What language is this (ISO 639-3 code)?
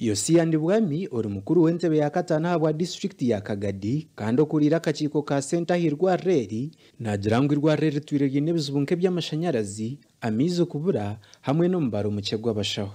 nyn